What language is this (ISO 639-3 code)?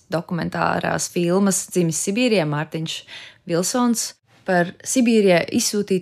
lav